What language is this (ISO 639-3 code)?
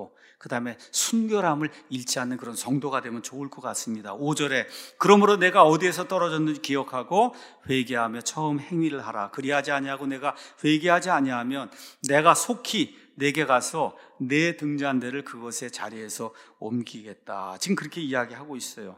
kor